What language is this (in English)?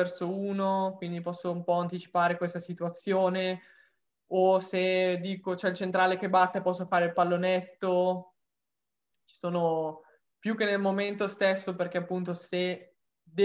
Italian